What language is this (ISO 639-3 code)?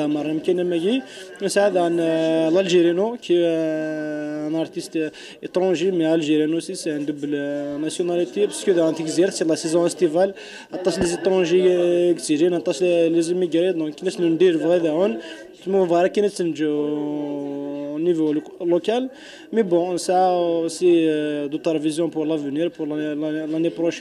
kab